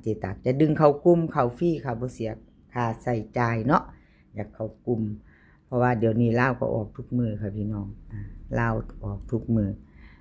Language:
Northeastern Thai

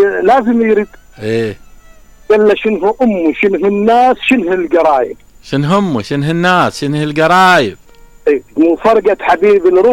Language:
Mesopotamian Arabic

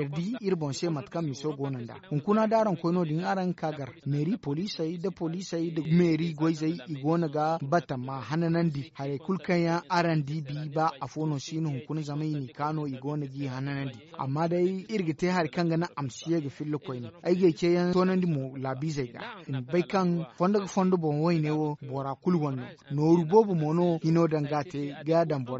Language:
Zarma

